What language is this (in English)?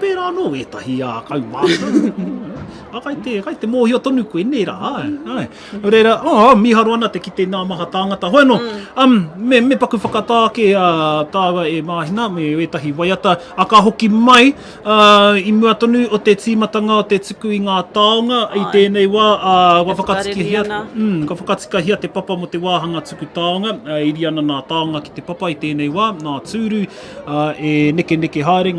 Māori